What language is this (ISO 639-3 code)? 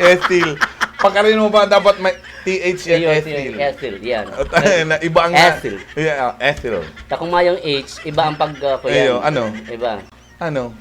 bik